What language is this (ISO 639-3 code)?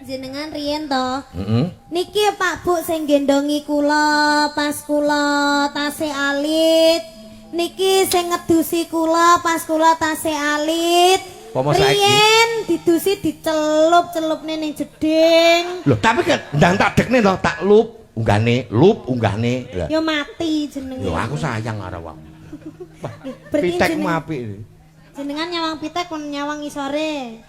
jav